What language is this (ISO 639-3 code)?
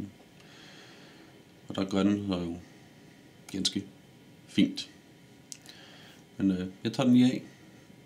dan